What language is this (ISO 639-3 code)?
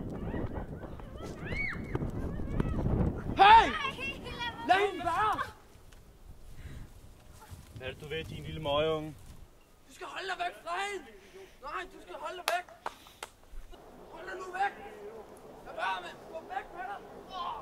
dan